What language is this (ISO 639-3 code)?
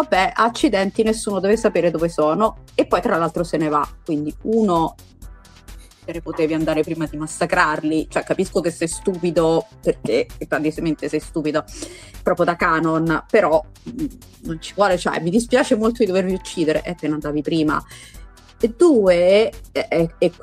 ita